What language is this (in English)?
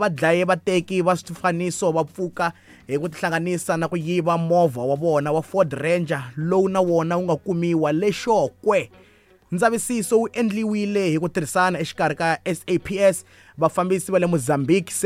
Tsonga